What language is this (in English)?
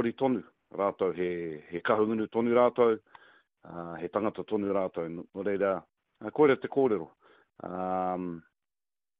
Māori